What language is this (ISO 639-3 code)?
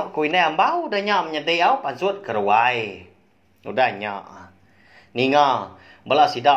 iba